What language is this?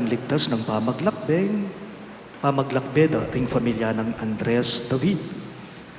Pampanga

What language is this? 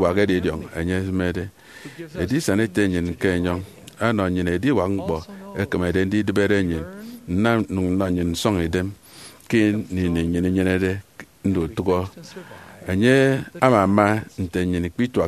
Efik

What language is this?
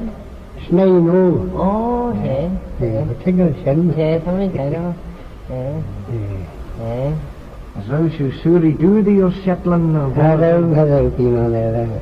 Manx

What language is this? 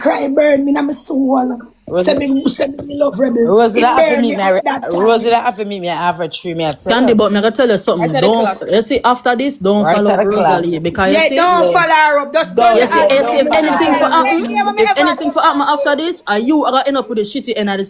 Jamaican Creole English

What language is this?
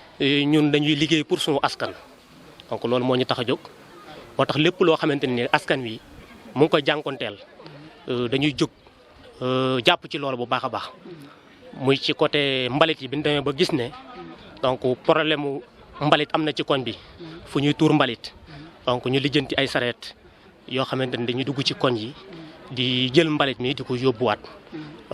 Wolof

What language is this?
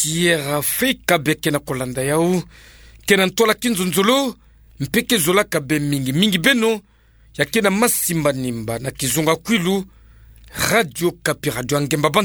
Kituba (Democratic Republic of Congo)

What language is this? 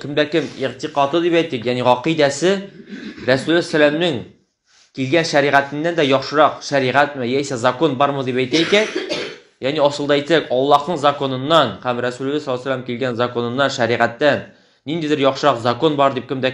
Tatar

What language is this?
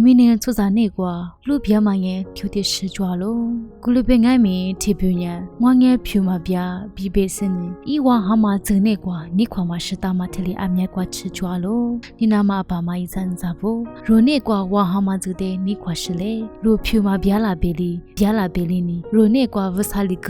Lisu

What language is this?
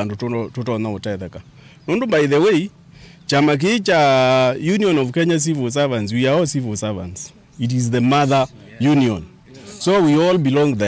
Kamba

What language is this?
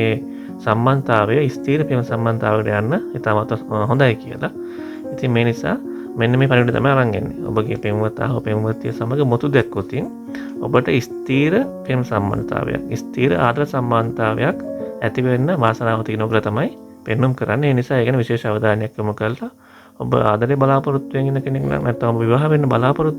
Sinhala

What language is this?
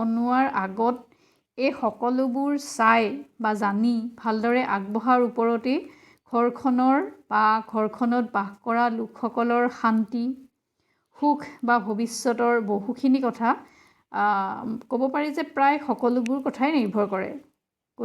Assamese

